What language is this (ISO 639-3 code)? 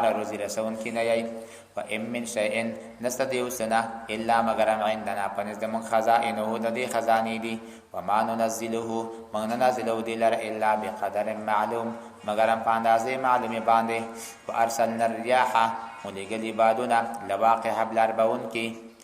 pus